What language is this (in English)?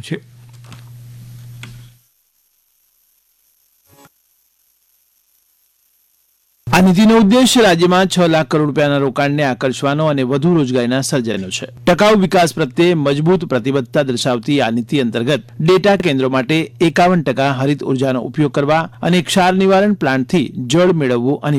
Gujarati